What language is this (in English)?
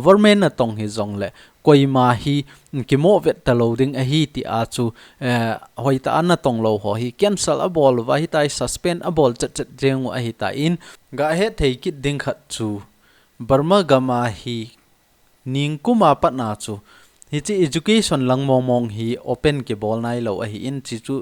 Thado Chin